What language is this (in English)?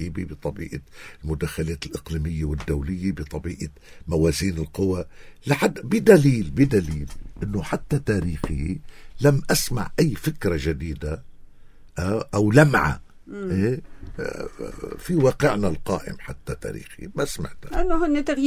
North Levantine Arabic